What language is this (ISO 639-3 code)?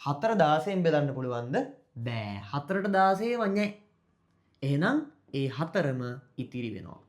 sin